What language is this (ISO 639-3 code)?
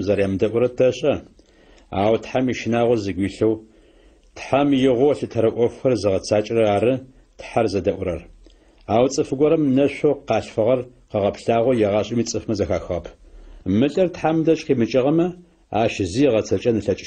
ady